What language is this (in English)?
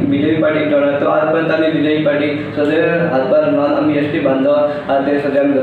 Konkani